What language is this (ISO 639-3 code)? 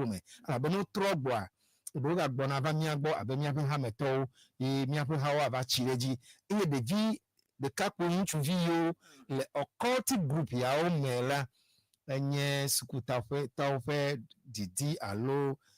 ewe